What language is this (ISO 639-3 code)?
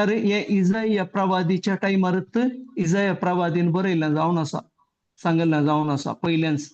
kok